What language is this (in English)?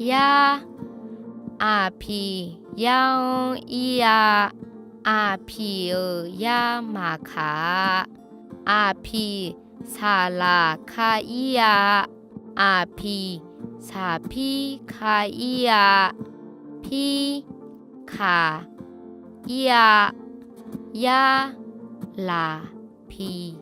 Akha